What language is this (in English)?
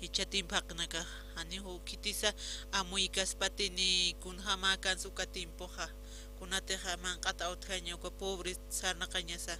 Aymara